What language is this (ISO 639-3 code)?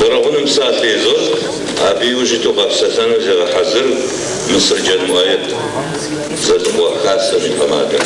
kbd